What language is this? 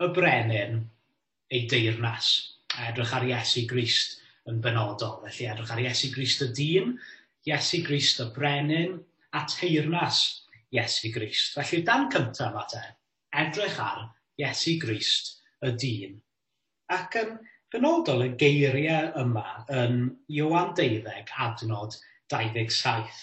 Welsh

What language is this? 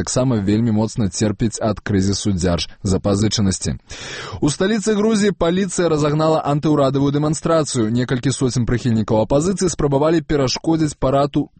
Belarusian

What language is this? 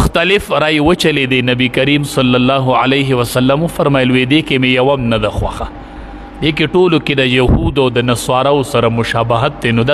Pashto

